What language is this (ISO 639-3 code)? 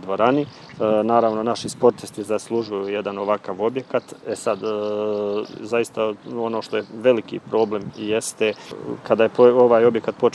bos